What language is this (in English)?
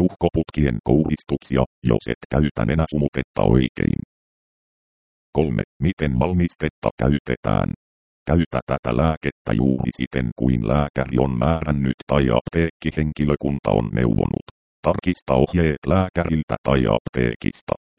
Finnish